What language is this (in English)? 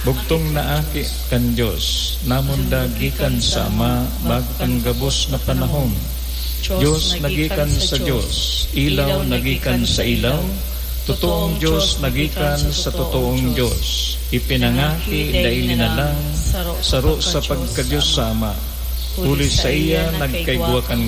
Bikol